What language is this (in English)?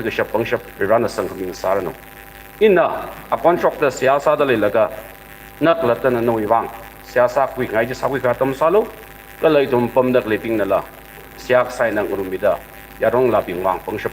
Tangkhul Naga (India)